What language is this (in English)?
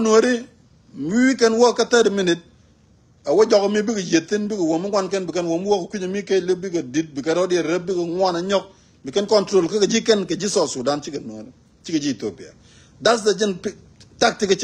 Nuer